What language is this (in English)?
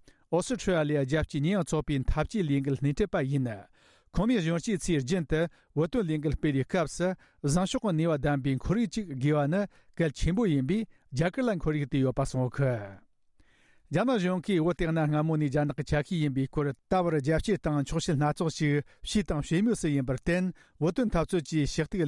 Tibetan